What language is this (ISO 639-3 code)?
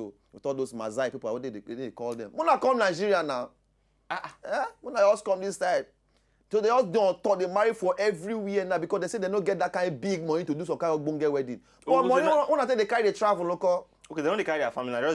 pcm